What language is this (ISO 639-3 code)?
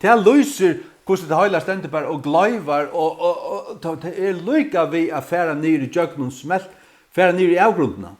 fao